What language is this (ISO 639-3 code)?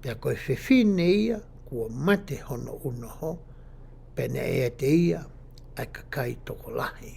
ton